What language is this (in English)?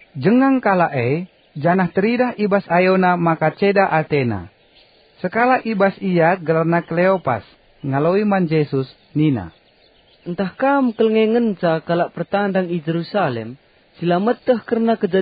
Batak Karo